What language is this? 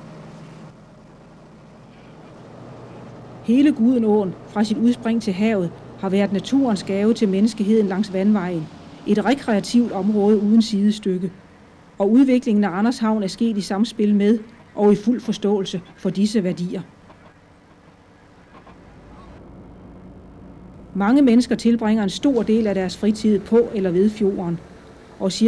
Danish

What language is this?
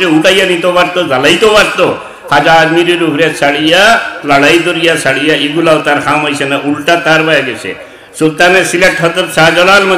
Sylheti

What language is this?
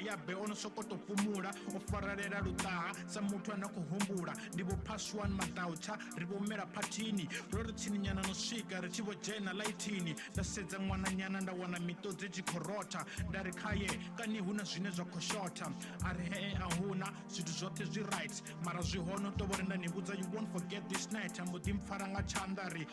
Venda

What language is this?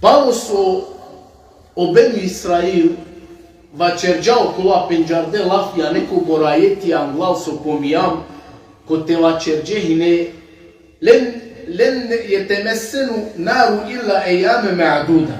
Balkan Romani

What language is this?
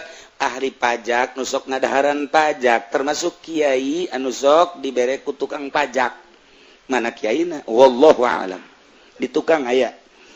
Sundanese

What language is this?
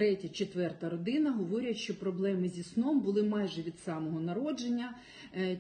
Ukrainian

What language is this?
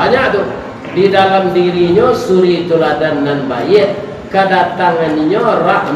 Minangkabau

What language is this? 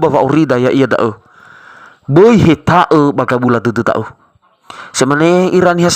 Nias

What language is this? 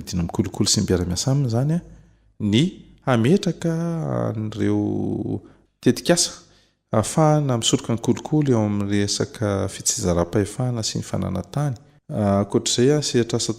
Malagasy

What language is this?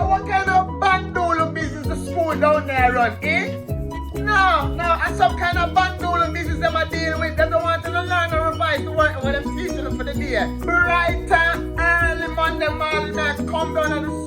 Jamaican Creole English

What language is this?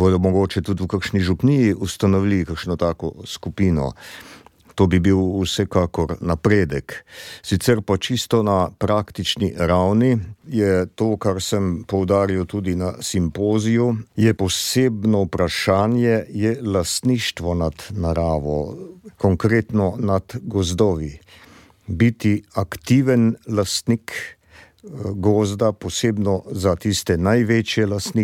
Slovenian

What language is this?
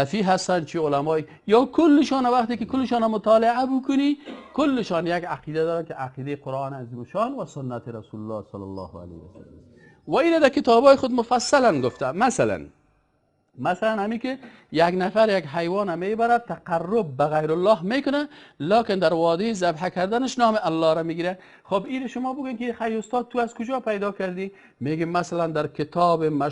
Persian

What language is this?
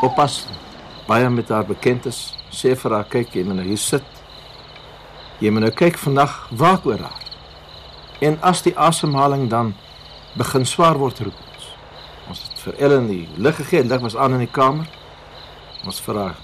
Afrikaans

